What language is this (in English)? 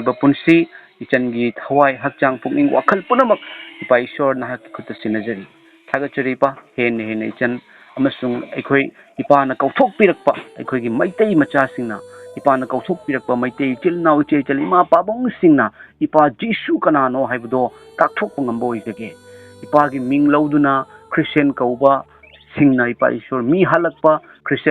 Manipuri